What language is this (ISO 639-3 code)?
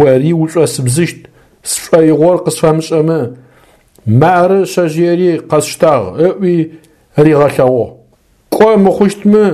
ady